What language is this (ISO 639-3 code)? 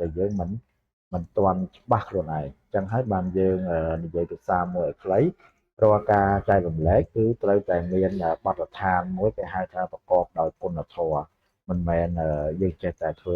khm